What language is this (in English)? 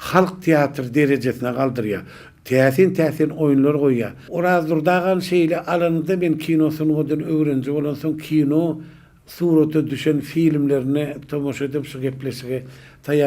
Turkmen